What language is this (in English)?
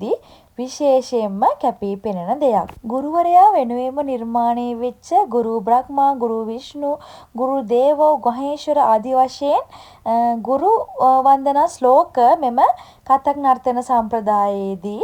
Sinhala